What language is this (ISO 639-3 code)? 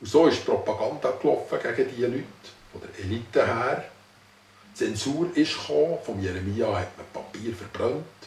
gsw